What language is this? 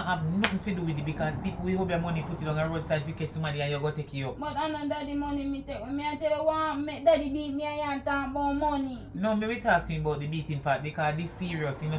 Jamaican Creole English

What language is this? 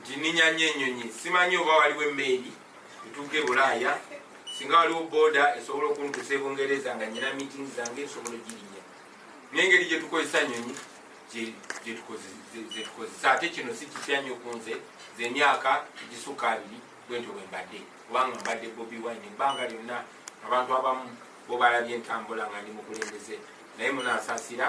Ganda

